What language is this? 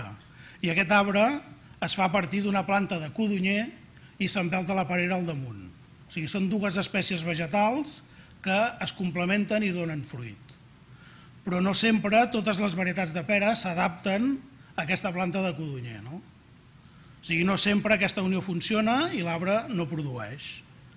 Catalan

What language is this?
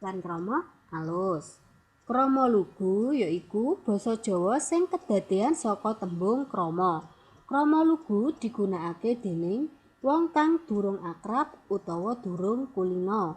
Javanese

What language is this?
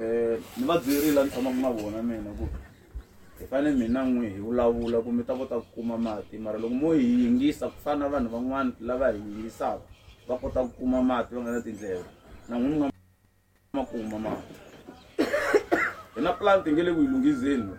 Tsonga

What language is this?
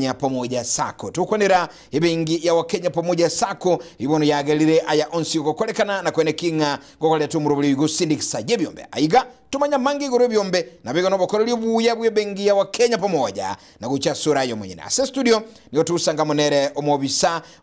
Gusii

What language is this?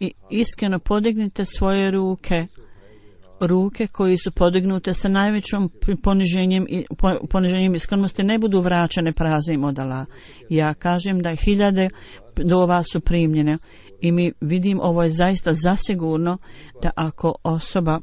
Bosnian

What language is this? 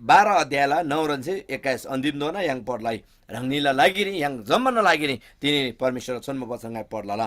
Eastern Tamang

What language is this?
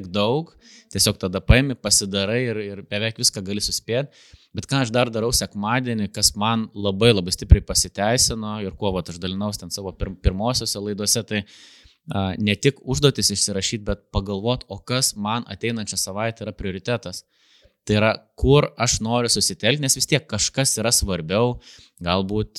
Lithuanian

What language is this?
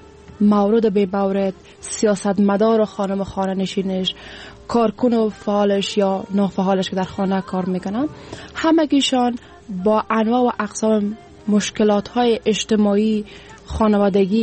Persian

